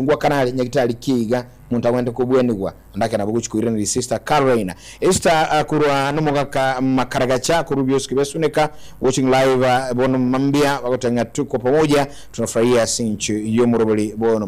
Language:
Gusii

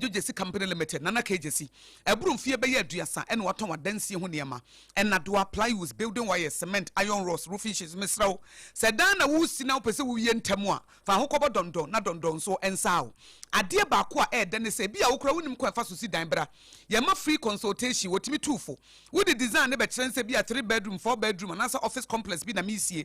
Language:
Akan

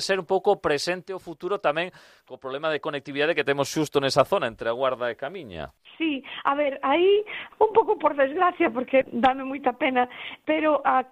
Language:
Galician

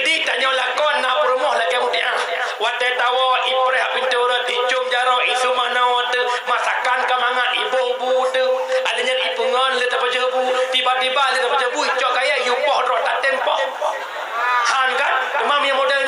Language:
Achinese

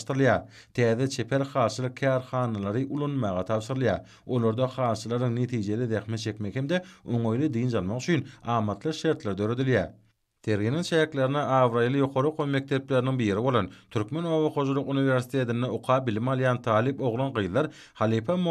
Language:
Turkmen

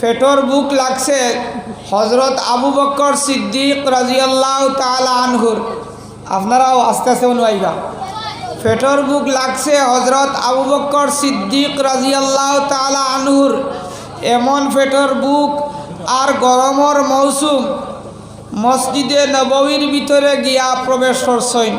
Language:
Sylheti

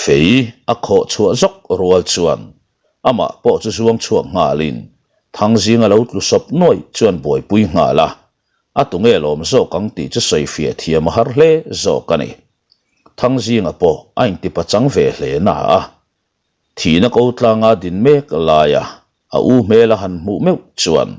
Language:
Mizo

